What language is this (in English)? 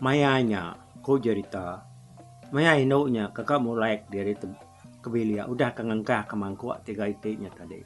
Iban